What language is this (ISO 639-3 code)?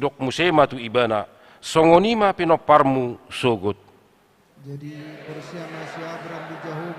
bbc